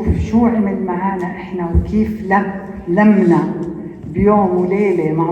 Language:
North Levantine Arabic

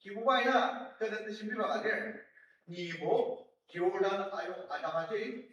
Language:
Ao Naga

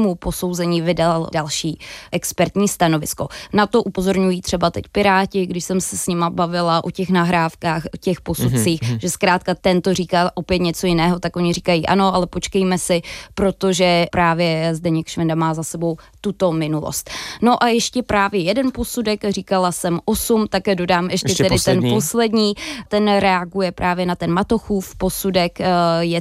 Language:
Czech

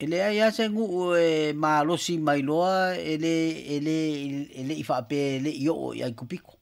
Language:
Samoan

